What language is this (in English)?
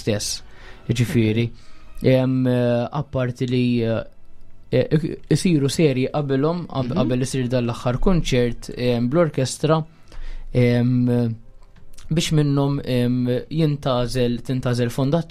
Maltese